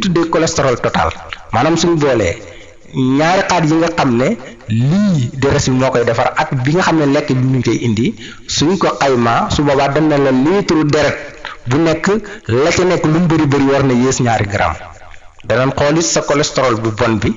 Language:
Wolof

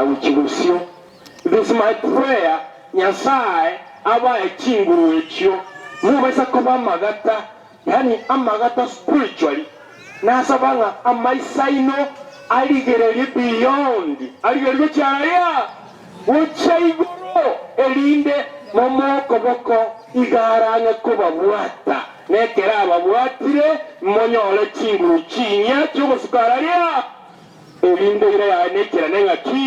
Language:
Gusii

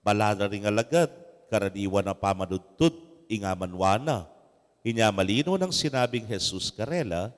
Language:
Pampanga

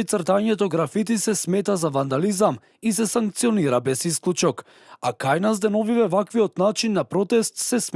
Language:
Macedonian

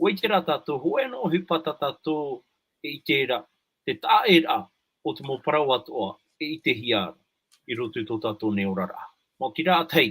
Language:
Tahitian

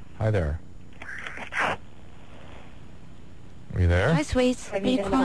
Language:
English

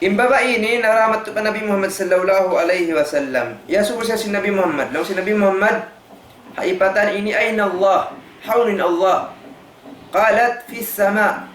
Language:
Tausug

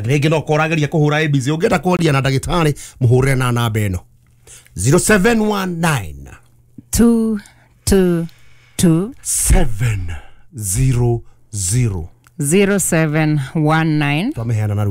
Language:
Kikuyu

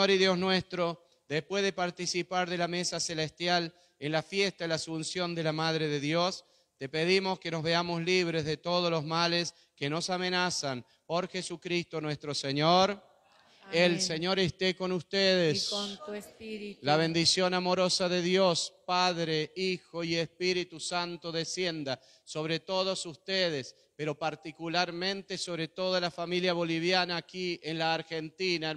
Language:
Spanish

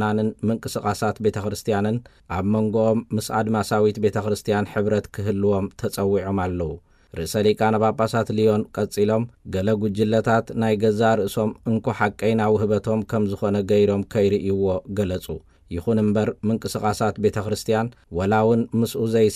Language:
Tigrinya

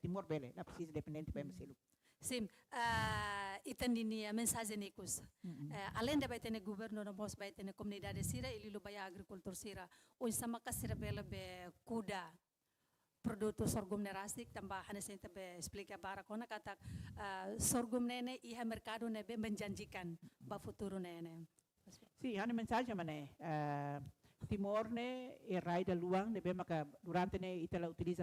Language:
Tetum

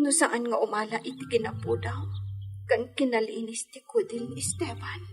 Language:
Iloko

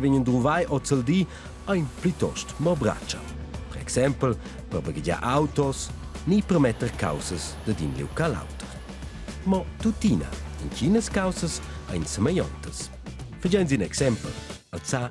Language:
Romansh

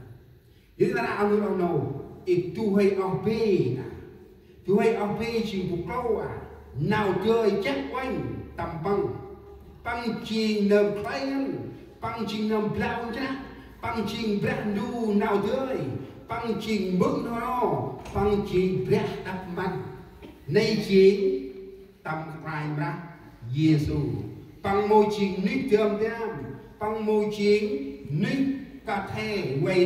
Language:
Central Mnong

